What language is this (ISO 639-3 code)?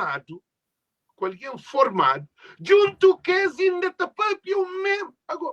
kea